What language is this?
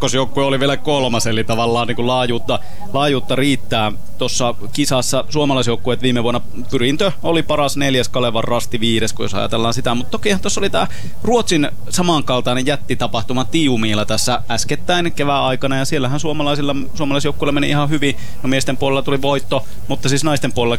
Finnish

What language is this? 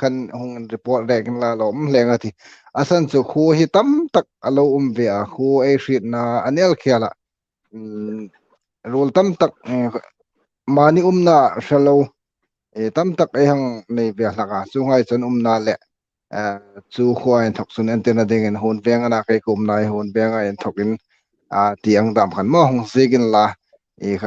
Hmar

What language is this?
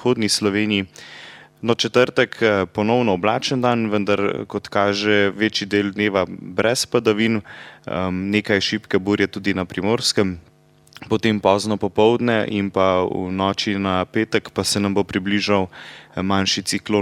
Slovenian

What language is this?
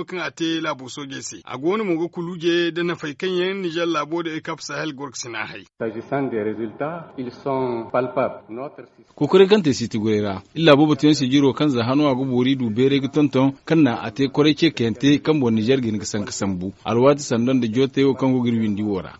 Zarma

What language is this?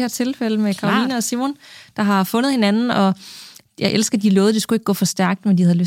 Danish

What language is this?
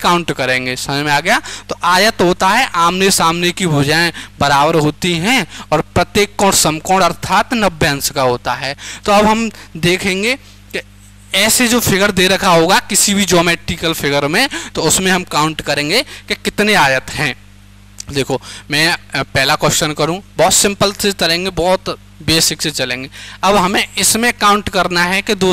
Hindi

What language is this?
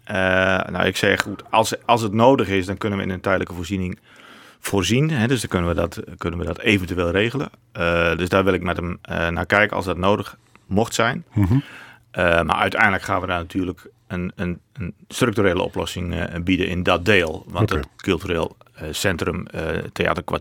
Dutch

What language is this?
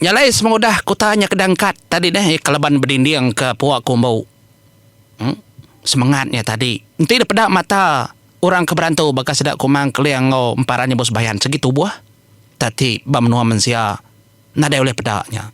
Iban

